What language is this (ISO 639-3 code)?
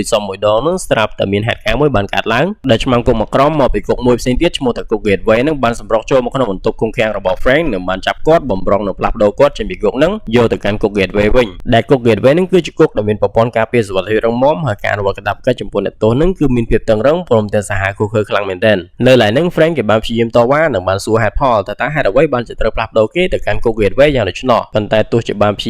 khm